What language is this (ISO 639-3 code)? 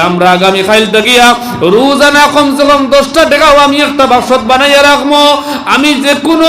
syl